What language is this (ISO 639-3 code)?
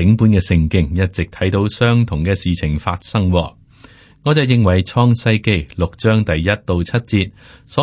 yue